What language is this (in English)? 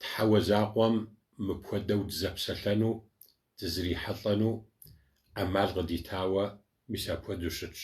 Kabardian